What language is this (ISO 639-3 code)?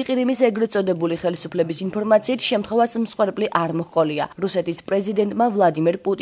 kat